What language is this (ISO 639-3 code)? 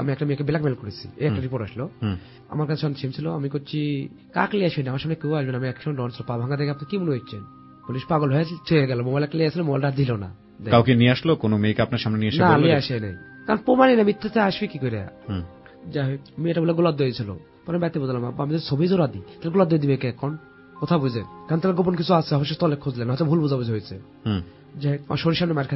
ben